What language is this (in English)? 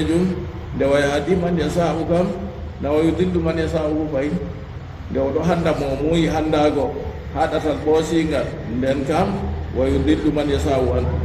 Fula